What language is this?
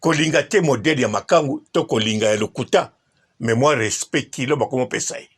Lingala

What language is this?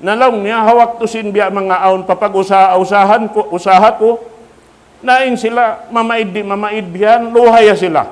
Tausug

